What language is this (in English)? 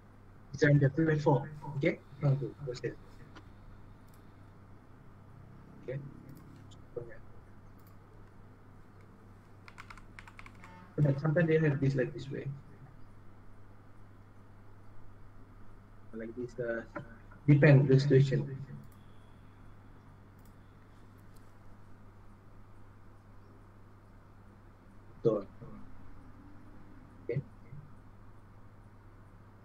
Malay